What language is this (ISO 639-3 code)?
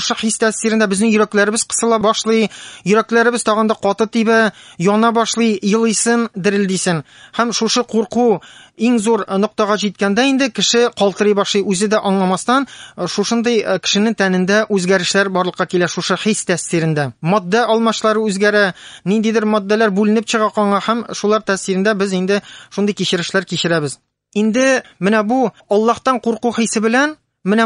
tat